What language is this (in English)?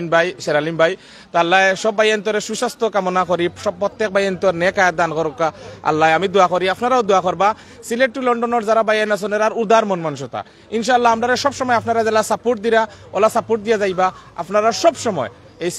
Sylheti